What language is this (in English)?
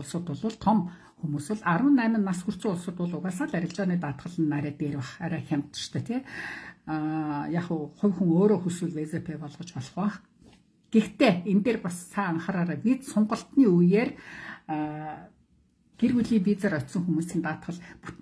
Mongolian